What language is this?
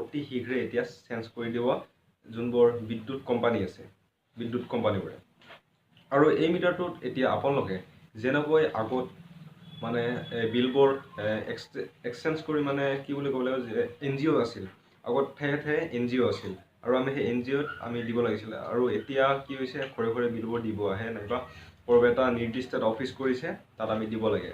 Assamese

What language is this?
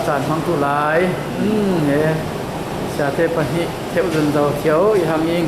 Falam Chin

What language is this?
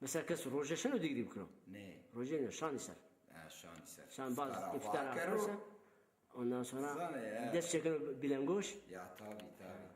Zaza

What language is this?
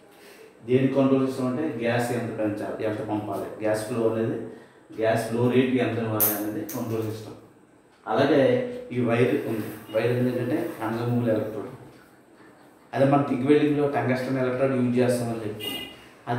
Telugu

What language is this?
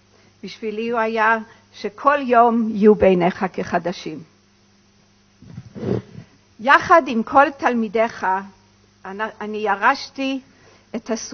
Hebrew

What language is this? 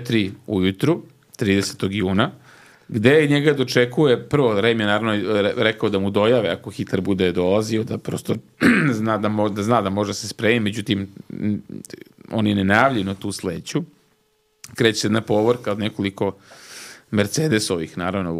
Serbian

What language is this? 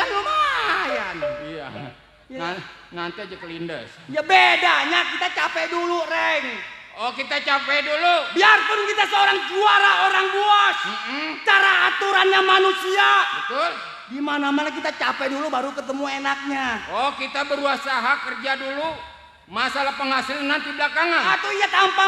Betawi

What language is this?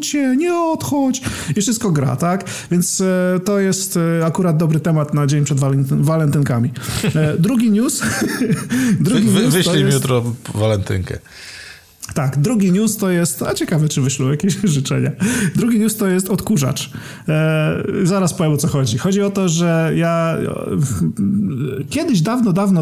Polish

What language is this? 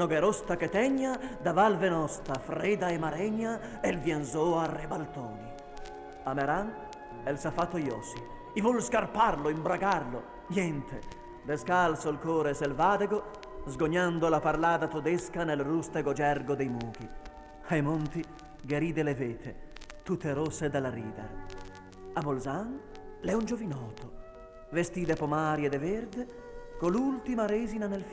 Venetian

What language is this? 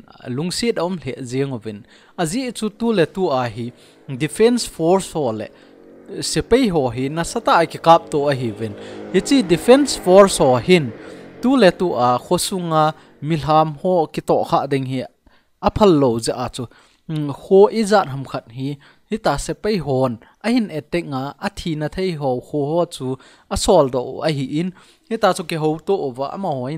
Thado Chin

